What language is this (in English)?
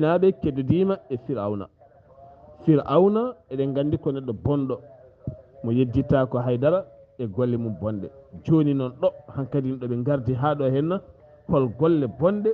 Fula